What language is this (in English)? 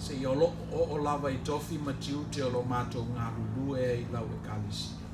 Samoan